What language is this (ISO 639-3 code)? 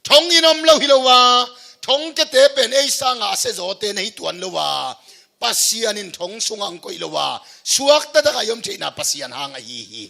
ctd